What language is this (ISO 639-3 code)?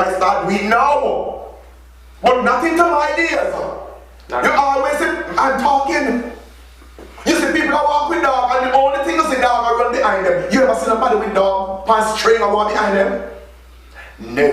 jam